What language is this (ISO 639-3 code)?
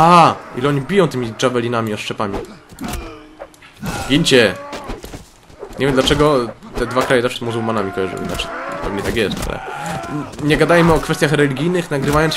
pol